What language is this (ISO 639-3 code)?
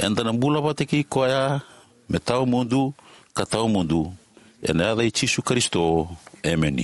fij